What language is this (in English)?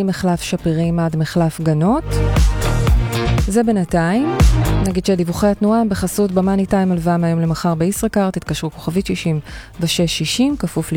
Hebrew